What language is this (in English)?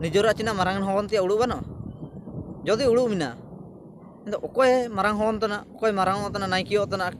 Ho